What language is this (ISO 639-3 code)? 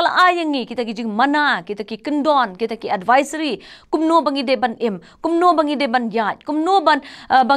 kha